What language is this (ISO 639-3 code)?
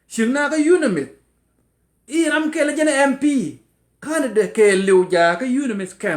nus